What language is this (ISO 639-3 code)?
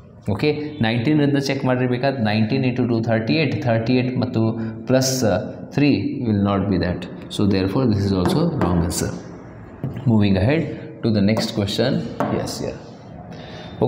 kan